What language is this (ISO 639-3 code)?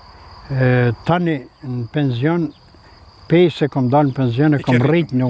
sqi